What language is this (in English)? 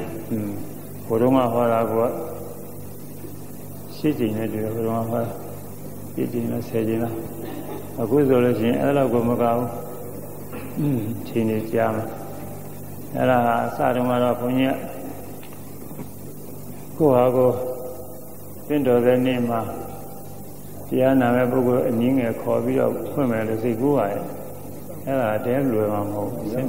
Burmese